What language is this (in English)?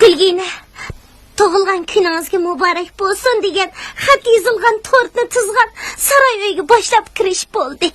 Uyghur